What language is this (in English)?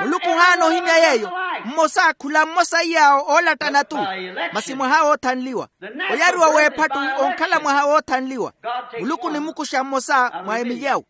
Makhuwa